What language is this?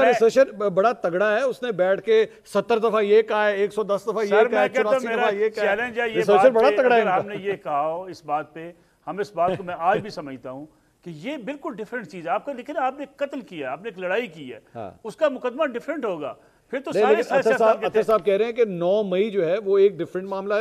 Urdu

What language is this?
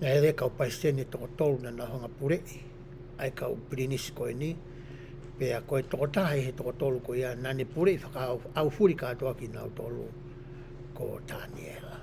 Tongan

